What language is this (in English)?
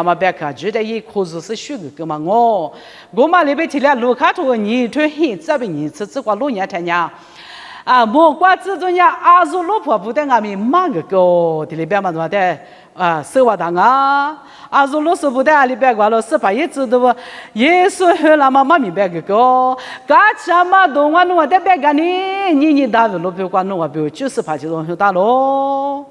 Lisu